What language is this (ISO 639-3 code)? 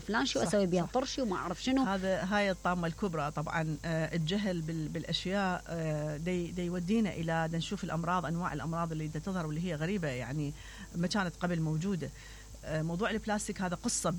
acm